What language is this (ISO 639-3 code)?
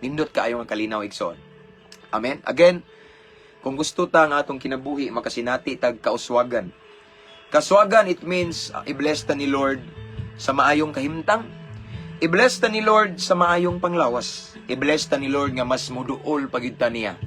ceb